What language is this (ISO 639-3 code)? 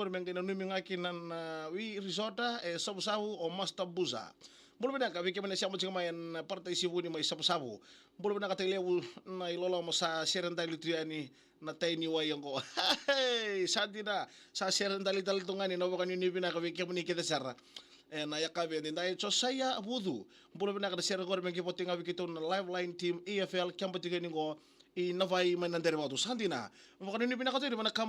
fij